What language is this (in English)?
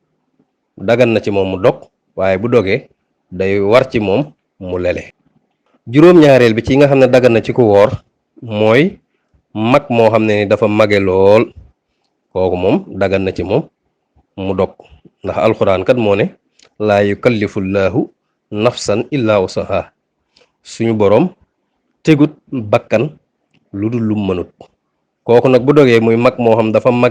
Wolof